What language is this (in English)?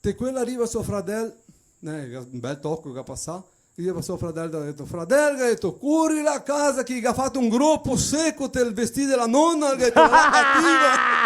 Venetian